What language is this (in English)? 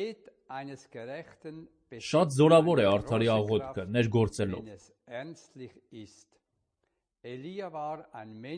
Armenian